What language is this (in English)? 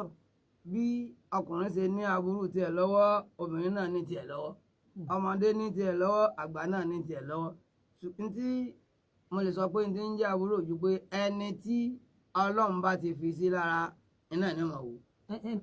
Yoruba